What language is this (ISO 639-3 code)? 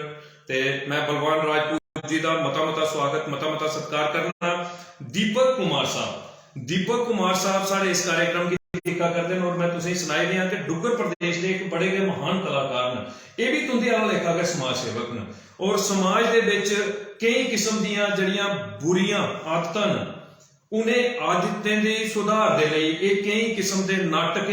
doi